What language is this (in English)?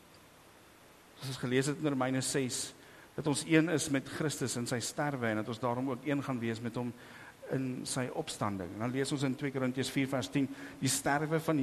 Afrikaans